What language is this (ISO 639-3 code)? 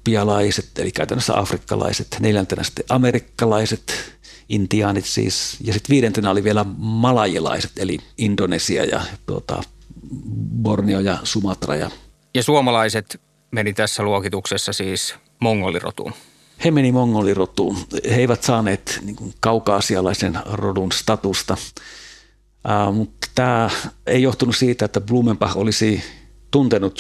fin